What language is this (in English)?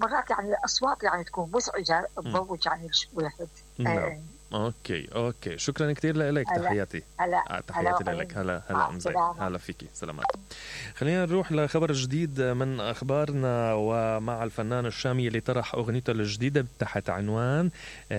Mesopotamian Arabic